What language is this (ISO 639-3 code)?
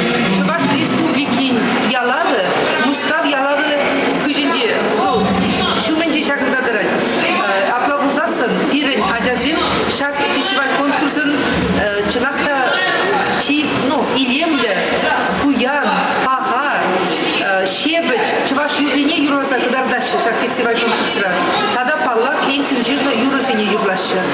chv